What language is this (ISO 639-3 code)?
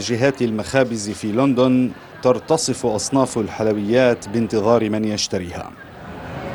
ara